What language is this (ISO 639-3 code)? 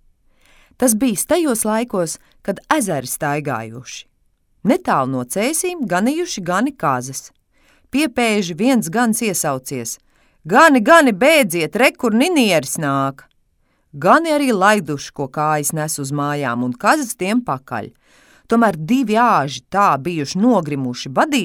lav